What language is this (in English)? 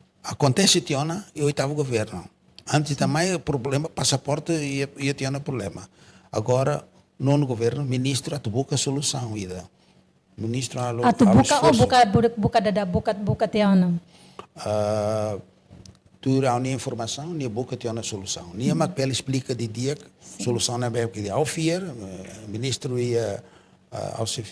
Tetum